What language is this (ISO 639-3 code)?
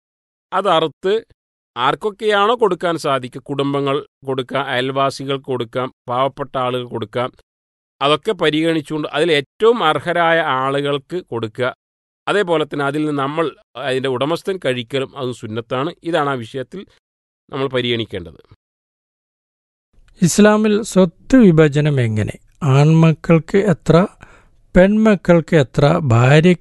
mal